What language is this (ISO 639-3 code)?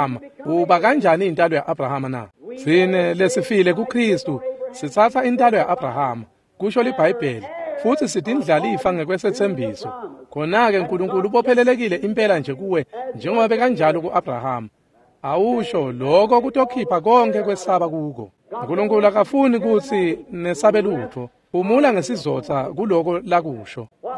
ssw